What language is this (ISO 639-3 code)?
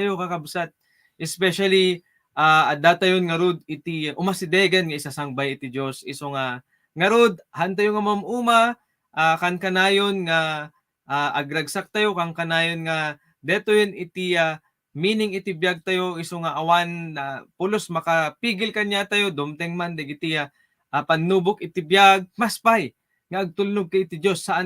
ilo